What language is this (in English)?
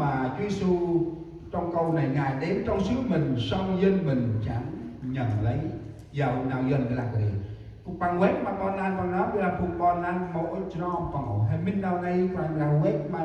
Central Mnong